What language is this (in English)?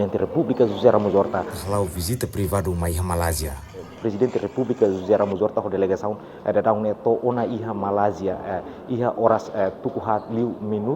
Tetum